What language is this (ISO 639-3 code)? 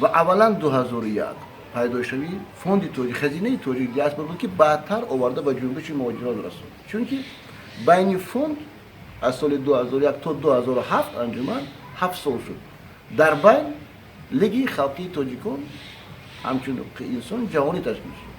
tgk